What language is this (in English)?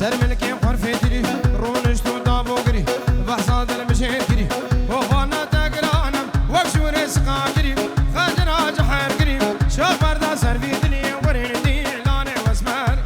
Kurdish